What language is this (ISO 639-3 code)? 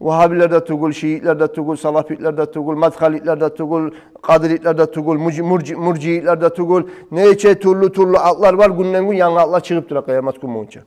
kum